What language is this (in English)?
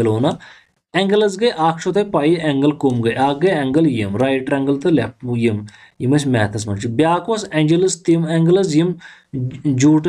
Kashmiri